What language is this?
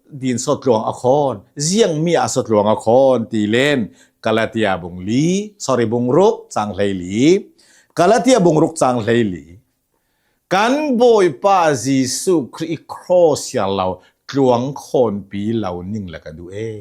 Hakha Chin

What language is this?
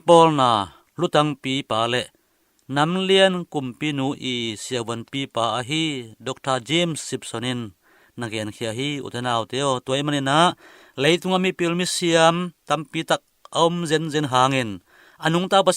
Tedim Chin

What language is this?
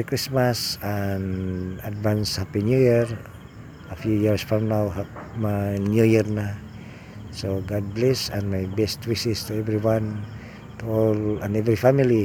Cebuano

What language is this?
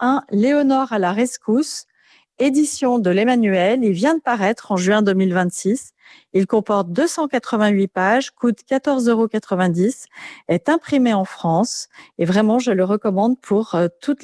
French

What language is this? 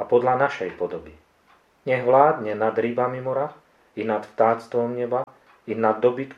Slovak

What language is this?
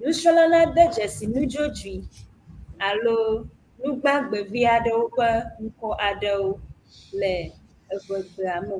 Ewe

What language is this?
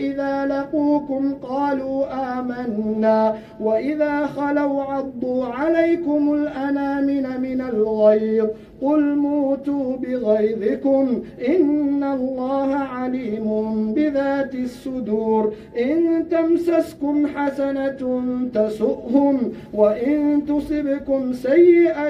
Arabic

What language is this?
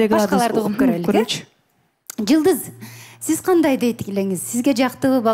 Kyrgyz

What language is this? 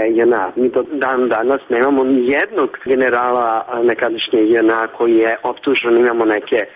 Serbian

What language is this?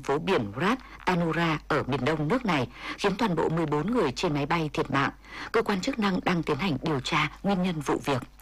Vietnamese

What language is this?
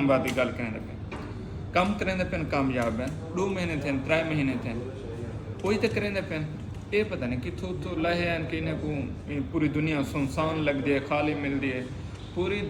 Saraiki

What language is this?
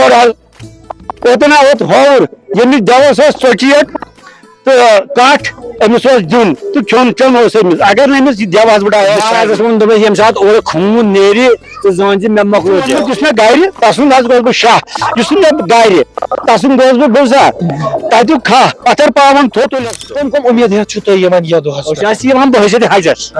Kashmiri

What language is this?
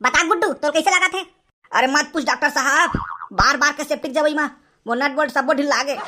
Chhattisgarhi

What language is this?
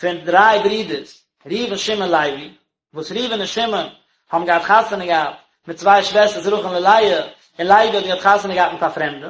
Yiddish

